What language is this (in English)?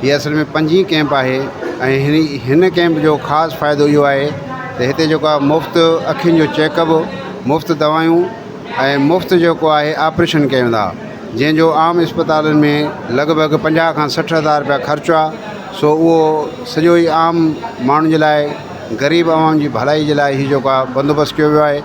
Sindhi